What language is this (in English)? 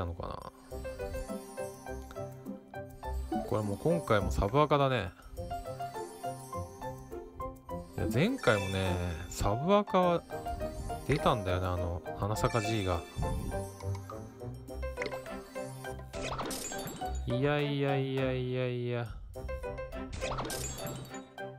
Japanese